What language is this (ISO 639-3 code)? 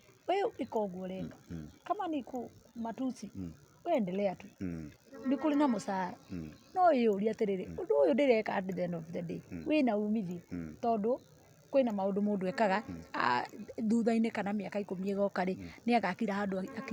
kik